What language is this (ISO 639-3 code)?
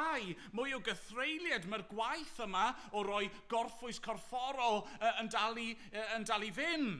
cym